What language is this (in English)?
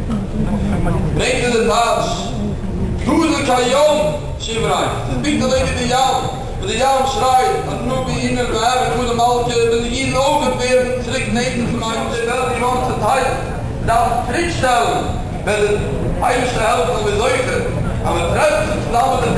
Yiddish